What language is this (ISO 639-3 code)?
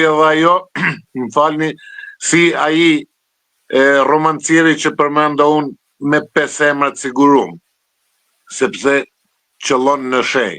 sqi